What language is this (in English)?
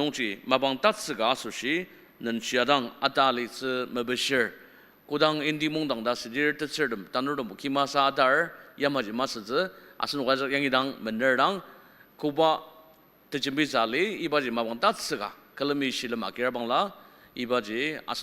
Ao Naga